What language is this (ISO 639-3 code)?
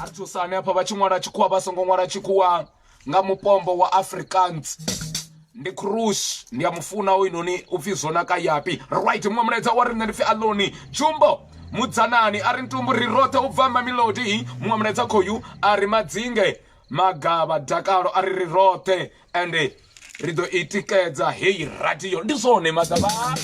ven